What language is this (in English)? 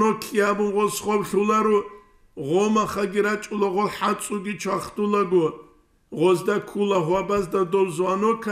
Avaric